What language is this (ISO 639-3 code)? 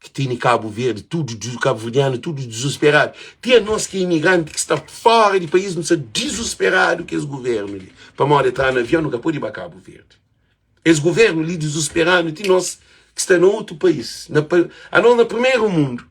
kea